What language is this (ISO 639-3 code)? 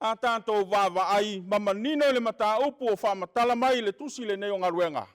smo